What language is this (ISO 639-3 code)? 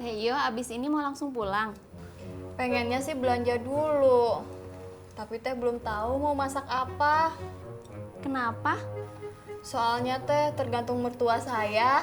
bew